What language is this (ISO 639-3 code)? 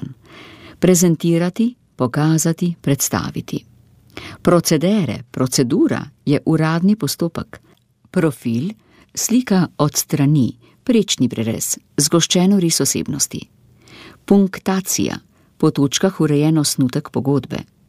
slv